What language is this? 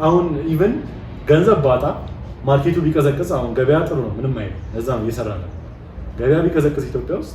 Amharic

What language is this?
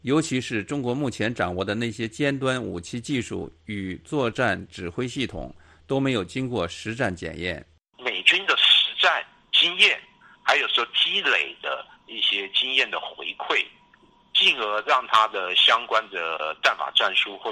Chinese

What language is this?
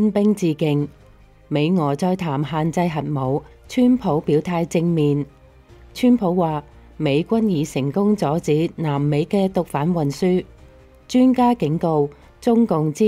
Cantonese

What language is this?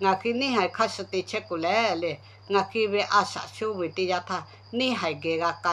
Lahu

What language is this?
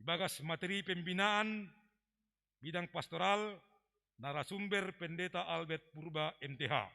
Batak Simalungun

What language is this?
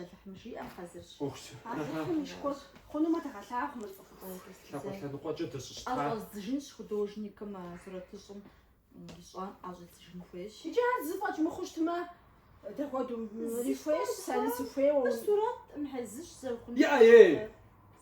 Kabardian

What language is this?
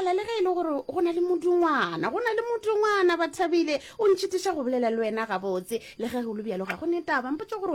Northern Sotho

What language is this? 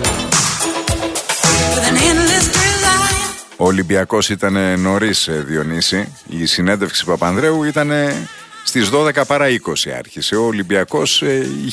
Greek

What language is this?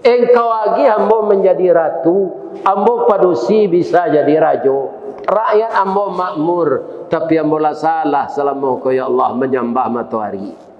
Minangkabau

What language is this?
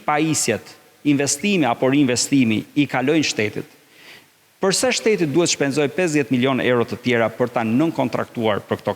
Albanian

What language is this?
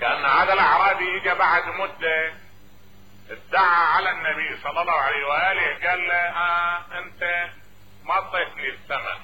Mesopotamian Arabic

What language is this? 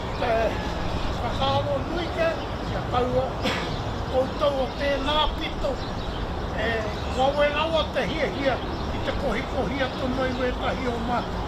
Māori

